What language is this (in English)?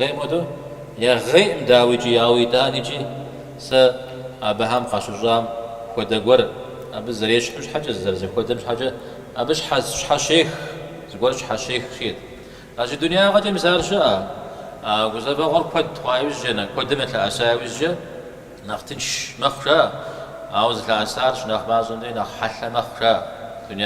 Kabardian